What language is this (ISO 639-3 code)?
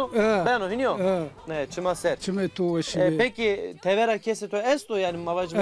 zza